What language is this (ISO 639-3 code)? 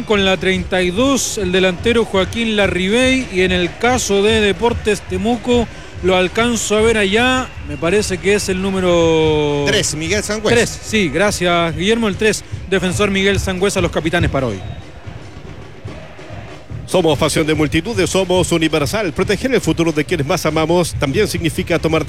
spa